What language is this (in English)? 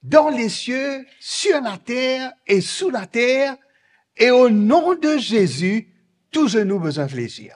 Morisyen